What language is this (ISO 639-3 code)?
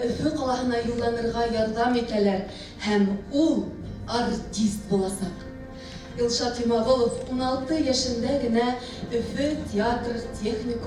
bak